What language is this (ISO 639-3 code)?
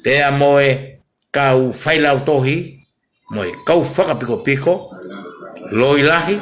ton